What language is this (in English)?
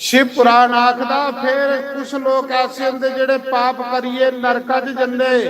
Dogri